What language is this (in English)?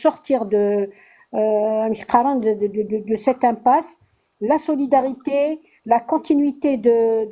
Kabyle